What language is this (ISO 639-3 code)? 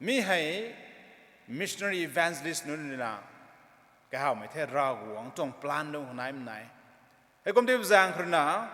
nbu